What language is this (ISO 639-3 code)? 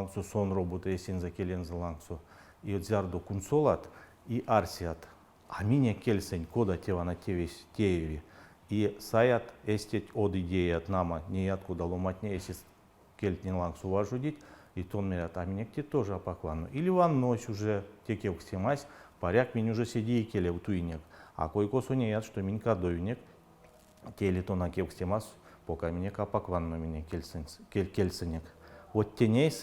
myv